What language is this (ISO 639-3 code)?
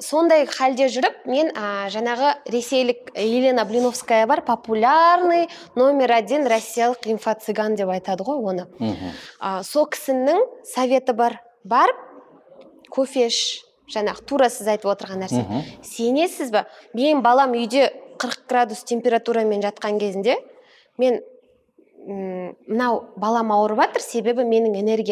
kaz